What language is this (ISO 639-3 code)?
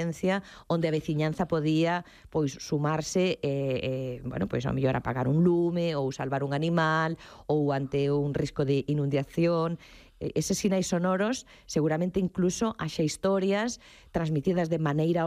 glg